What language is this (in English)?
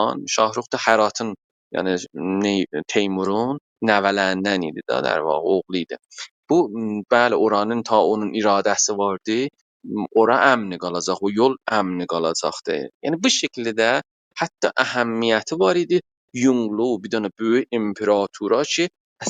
South Azerbaijani